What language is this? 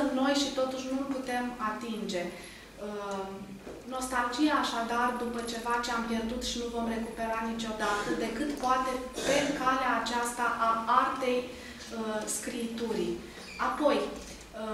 Romanian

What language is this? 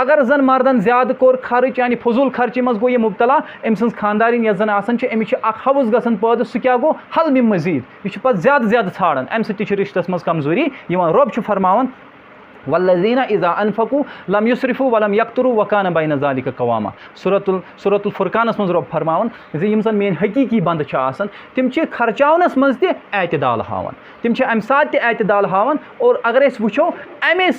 Kashmiri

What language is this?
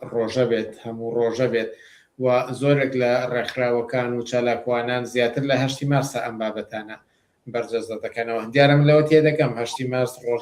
Central Kurdish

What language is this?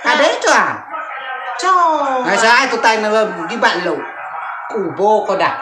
Rejang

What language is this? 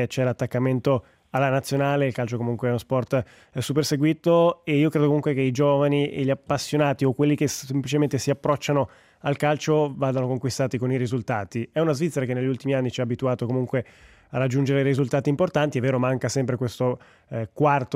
Italian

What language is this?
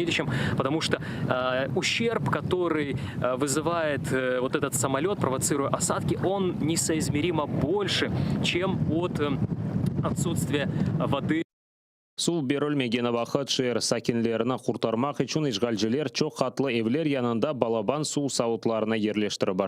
Crimean Tatar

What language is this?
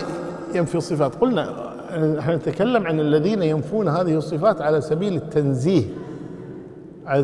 Arabic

